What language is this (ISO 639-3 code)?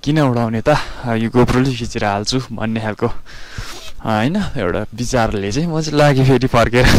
nep